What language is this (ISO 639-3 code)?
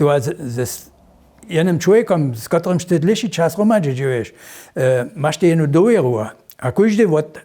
hsb